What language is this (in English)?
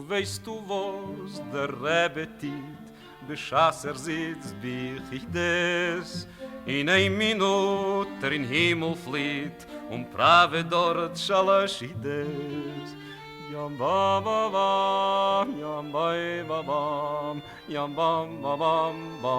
Yiddish